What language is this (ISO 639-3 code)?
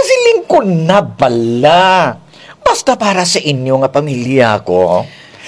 hil